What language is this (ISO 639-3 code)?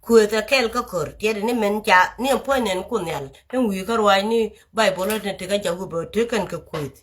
nus